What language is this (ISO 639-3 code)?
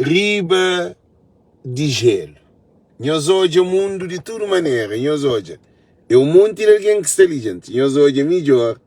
kea